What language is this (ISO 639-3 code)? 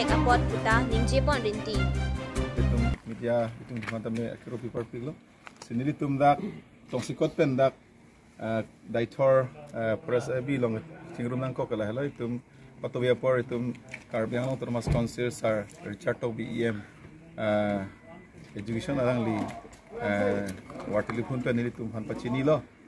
mjw